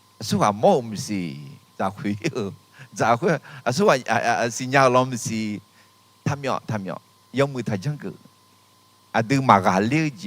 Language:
Akha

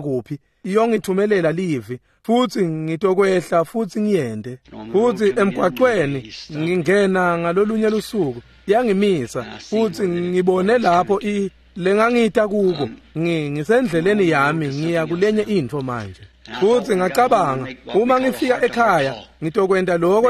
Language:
Swati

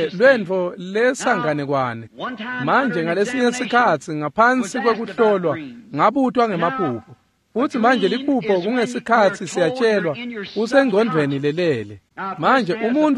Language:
Swati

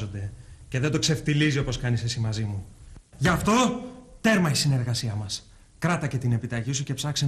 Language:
Greek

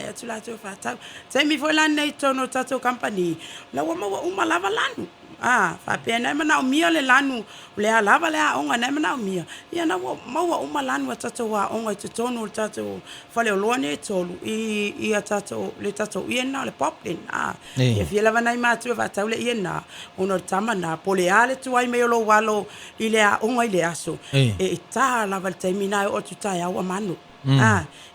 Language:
Samoan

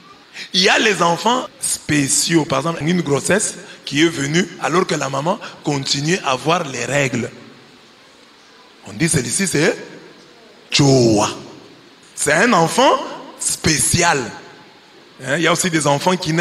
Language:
French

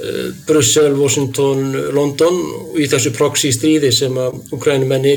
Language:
Icelandic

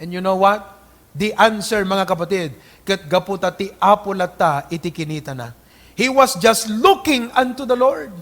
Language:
Iloko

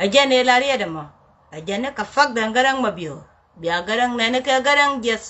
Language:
Nuer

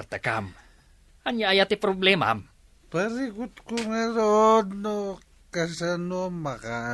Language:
Iloko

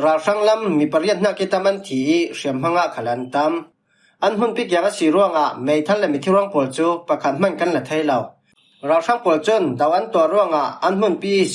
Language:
Falam Chin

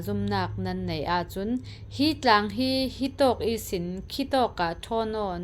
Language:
Falam Chin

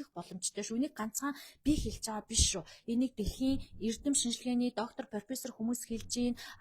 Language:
Mongolian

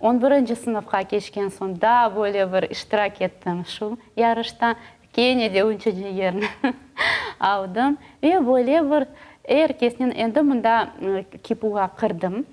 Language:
Crimean Tatar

